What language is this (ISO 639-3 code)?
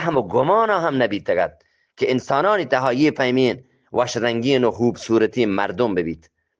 bgp